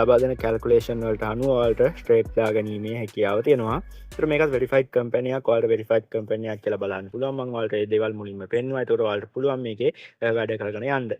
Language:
Sinhala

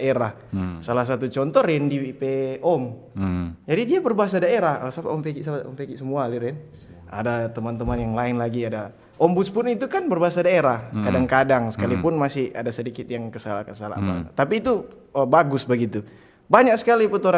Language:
Manado Malay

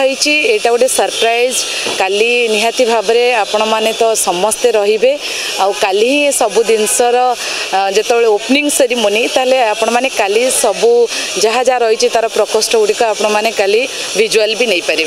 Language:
Odia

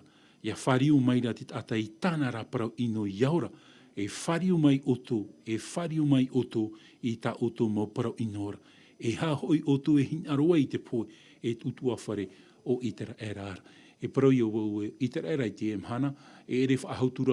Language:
Tahitian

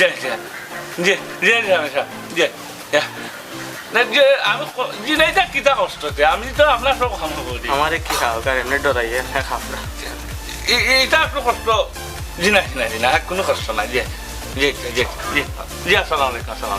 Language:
Sylheti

